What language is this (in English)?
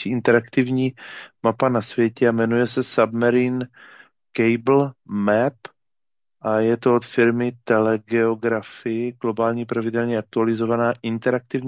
Czech